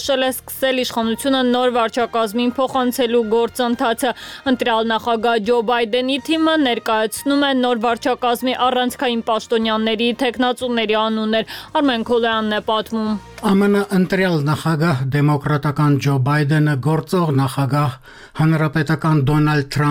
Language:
Armenian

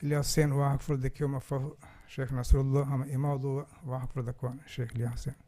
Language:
Divehi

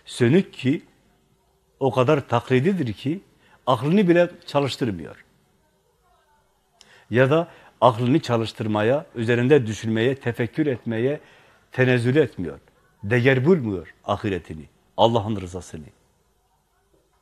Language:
Turkish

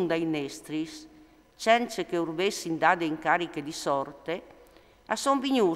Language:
Friulian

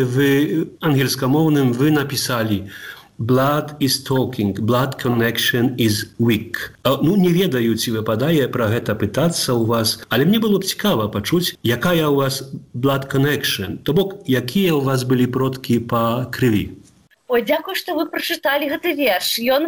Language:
Belarusian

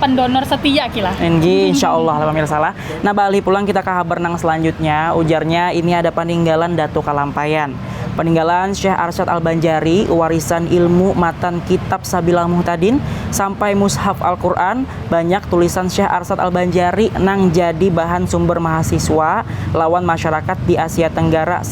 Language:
Banjar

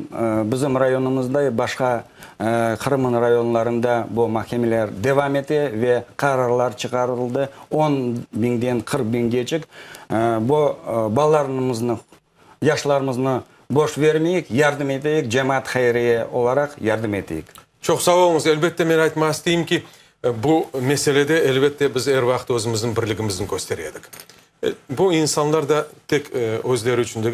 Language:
Crimean Tatar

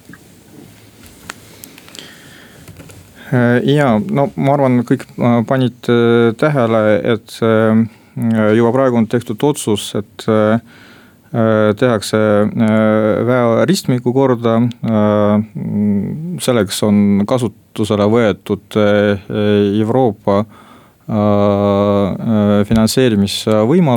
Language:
Estonian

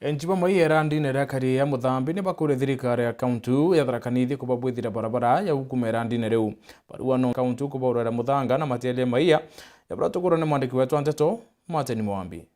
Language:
Meru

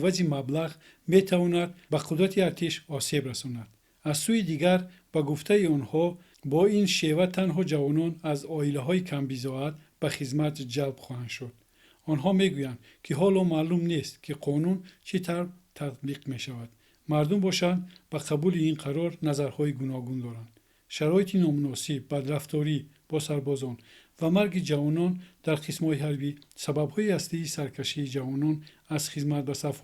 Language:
Tajik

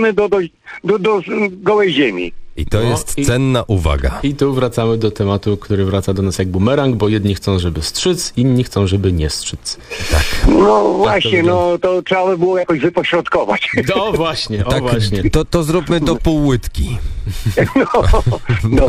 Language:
Polish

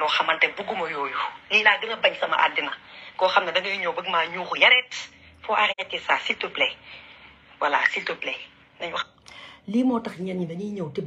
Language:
Wolof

